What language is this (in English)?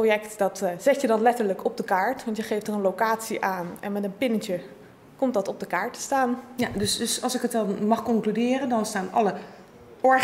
Dutch